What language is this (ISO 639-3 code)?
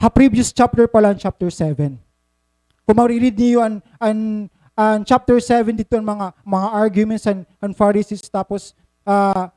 war